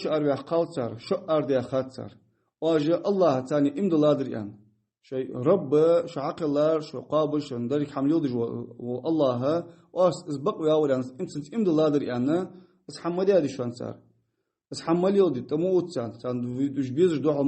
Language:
Ingush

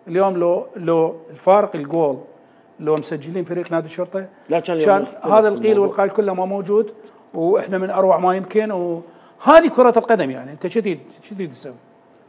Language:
Mesopotamian Arabic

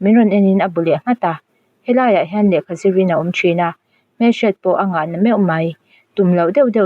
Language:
Mizo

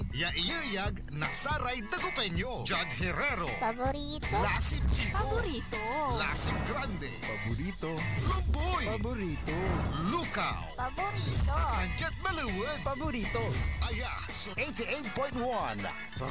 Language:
Pangasinan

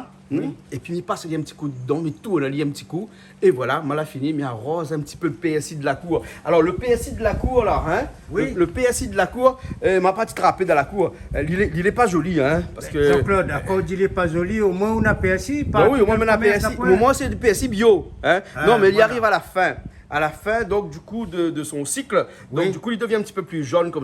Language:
Réunion Creole French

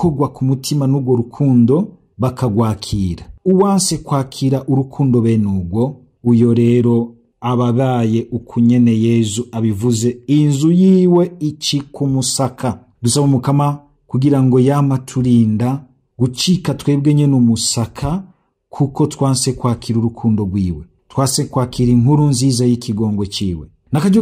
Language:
Rundi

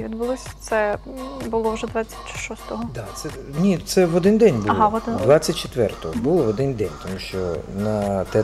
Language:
Ukrainian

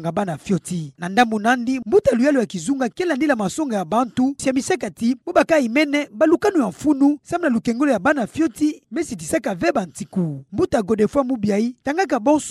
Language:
Kituba (Democratic Republic of Congo)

